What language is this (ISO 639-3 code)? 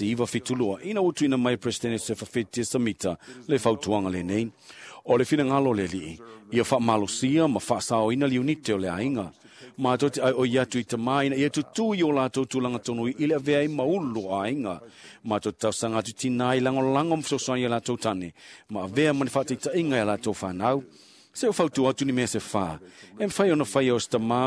smo